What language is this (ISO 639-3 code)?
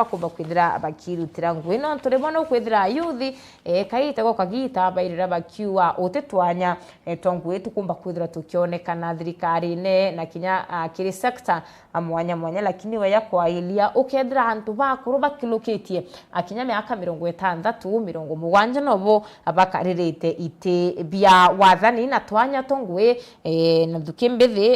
mer